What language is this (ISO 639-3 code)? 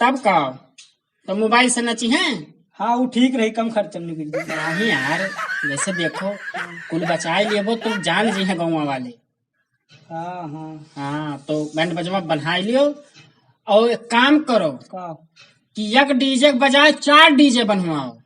awa